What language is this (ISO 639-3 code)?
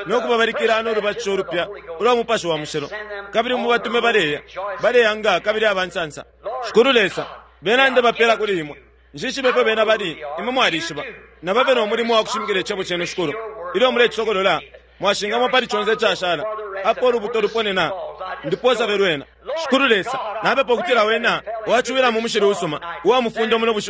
bem